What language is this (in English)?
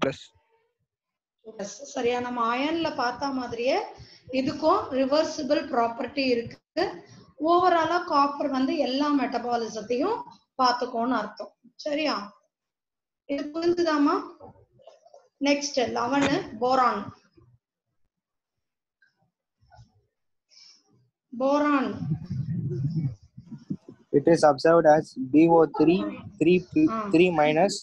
Tamil